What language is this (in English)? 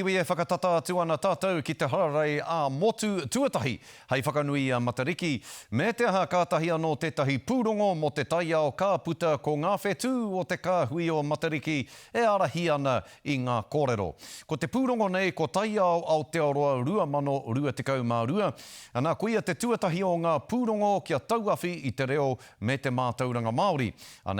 Māori